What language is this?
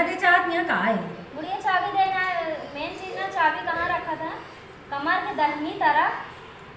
Awadhi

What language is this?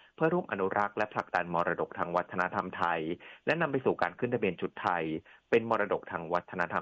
Thai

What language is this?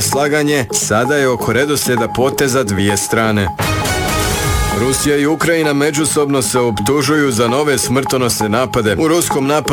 Croatian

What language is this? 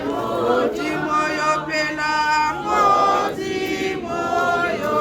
Tswana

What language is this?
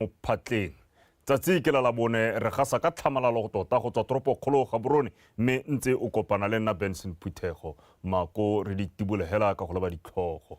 Tswana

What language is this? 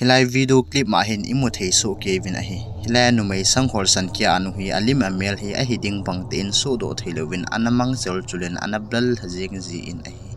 Thado Chin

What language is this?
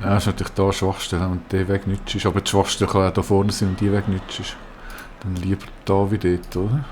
Swiss German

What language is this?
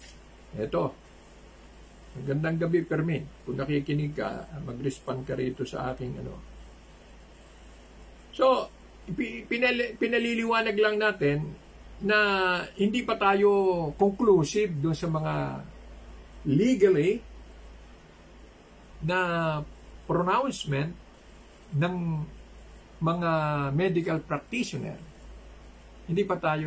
Filipino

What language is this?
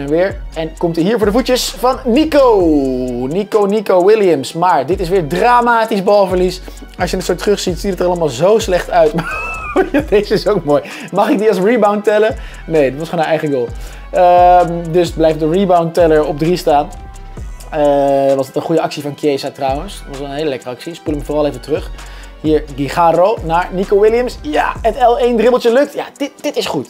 Dutch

